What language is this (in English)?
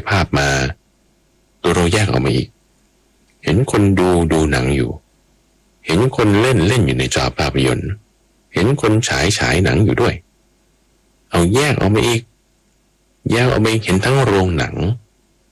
Thai